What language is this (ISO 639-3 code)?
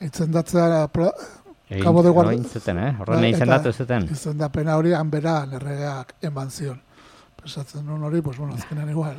eus